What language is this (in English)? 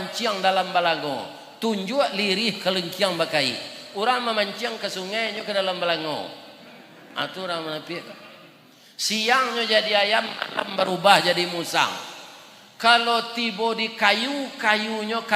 Minangkabau